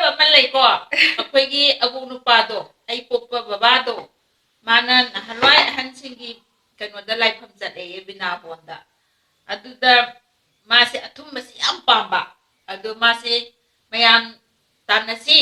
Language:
Manipuri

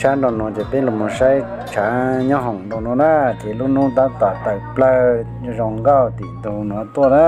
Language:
Hmong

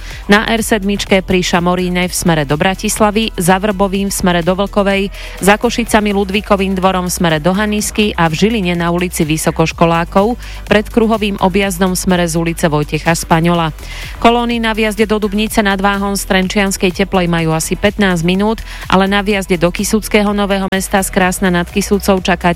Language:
Slovak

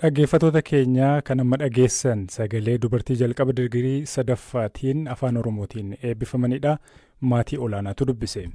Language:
Oromo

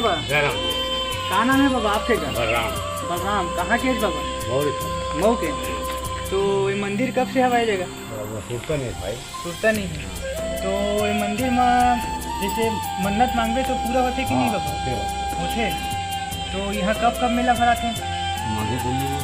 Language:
Chhattisgarhi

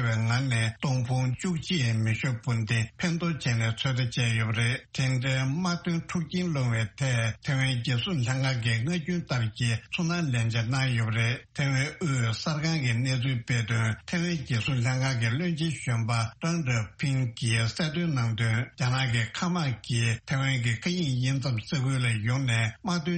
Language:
Tibetan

